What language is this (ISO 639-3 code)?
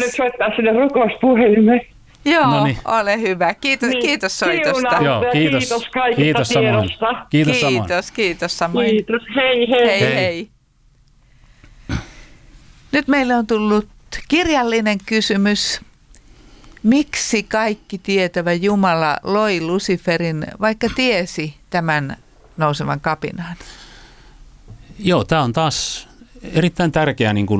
fin